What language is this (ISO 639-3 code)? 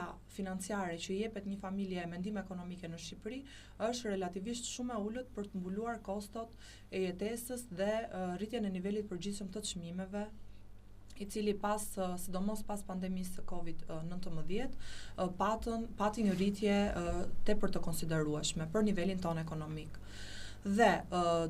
sqi